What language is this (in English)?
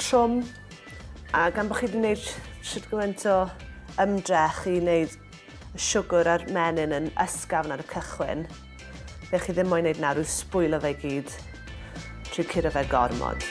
Welsh